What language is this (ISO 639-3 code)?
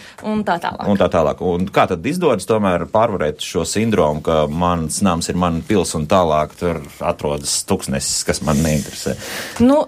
lav